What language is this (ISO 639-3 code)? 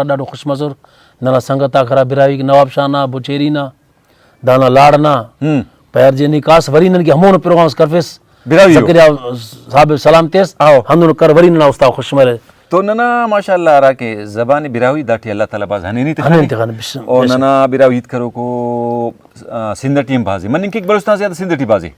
brh